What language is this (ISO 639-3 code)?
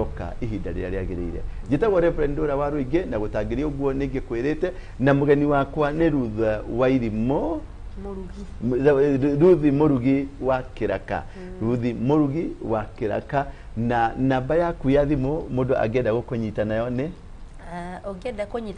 kik